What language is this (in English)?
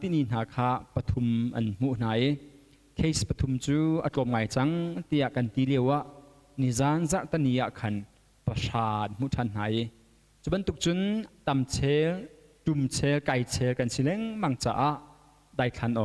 Hakha Chin